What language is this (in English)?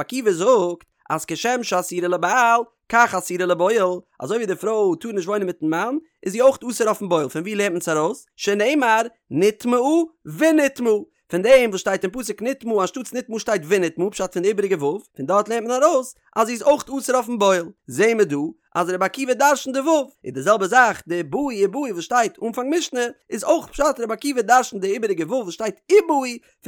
Yiddish